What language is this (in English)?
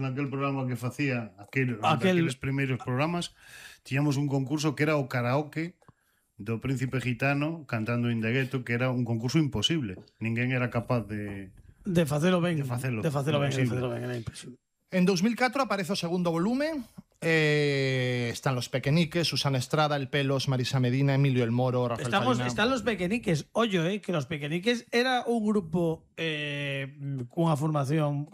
Galician